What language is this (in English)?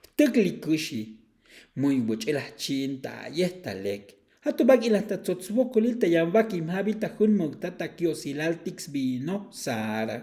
Tzeltal